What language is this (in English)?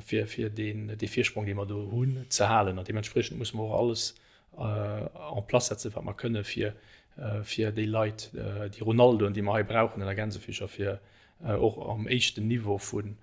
Luxembourgish